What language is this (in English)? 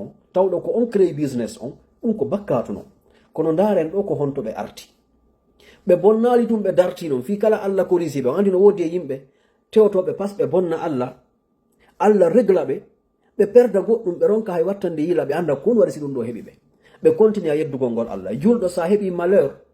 Fula